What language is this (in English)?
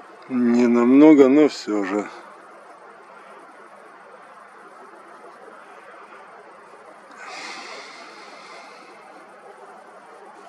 Russian